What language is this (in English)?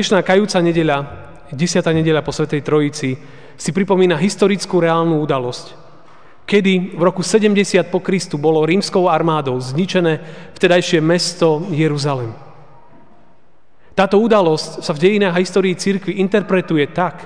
Slovak